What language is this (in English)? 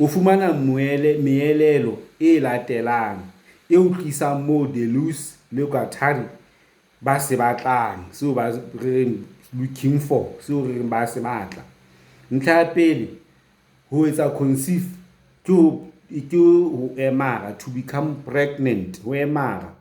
Southern Sotho